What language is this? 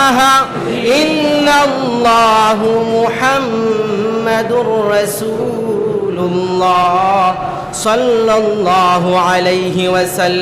Sylheti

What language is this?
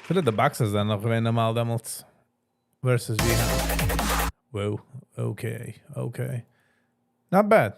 Yiddish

